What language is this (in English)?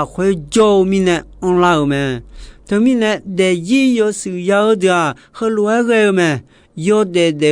Akha